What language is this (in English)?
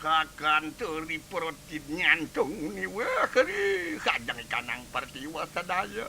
Balinese